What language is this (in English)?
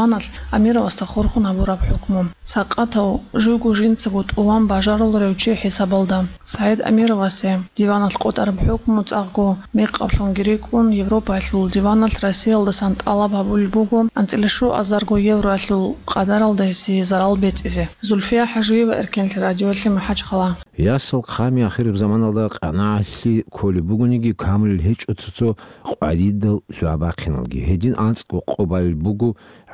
Avaric